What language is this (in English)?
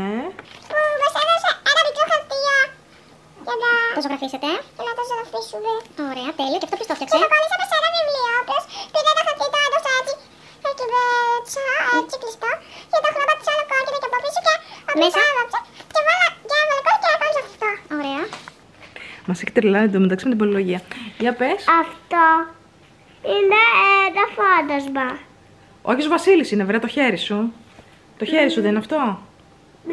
Greek